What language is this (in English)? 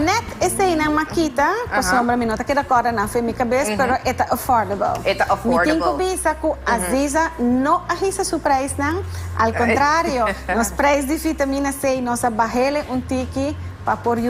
Papiamento